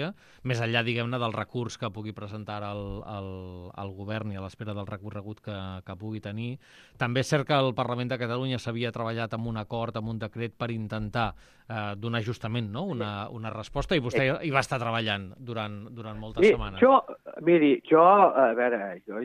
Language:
Catalan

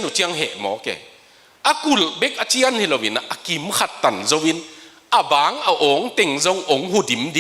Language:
Tedim Chin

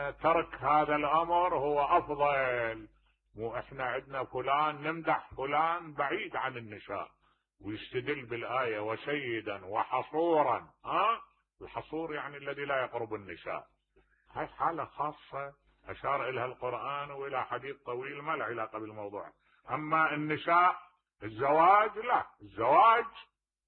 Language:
Mesopotamian Arabic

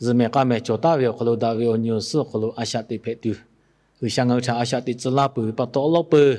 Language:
Lahu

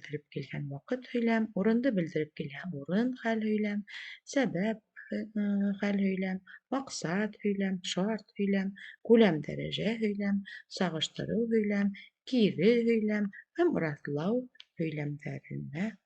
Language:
Bashkir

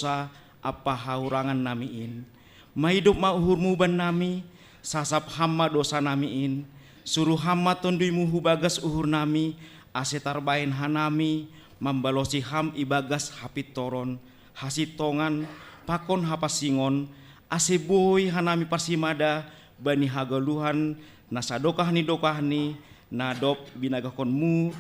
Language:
Batak Simalungun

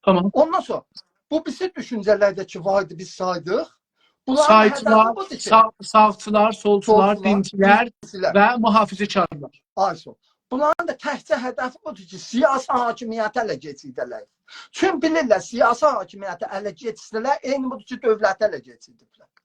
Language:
South Azerbaijani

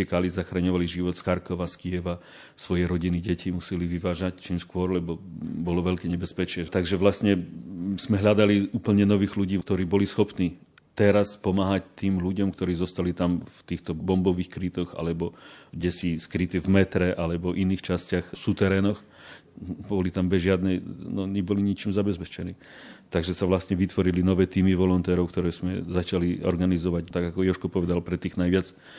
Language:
Slovak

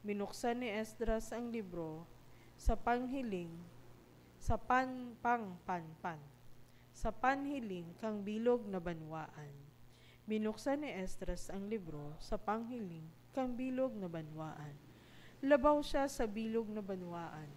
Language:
Bikol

